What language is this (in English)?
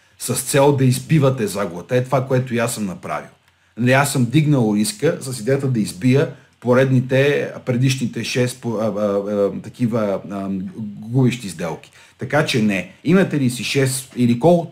Bulgarian